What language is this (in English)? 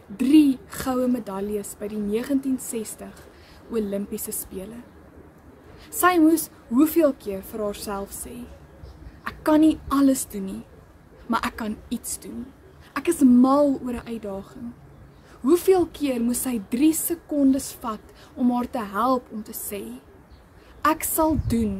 Afrikaans